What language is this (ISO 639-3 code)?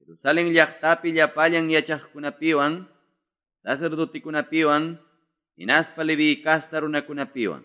que